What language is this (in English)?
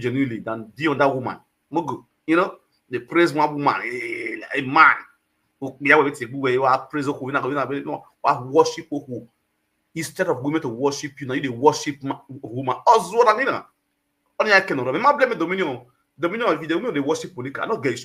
Nigerian Pidgin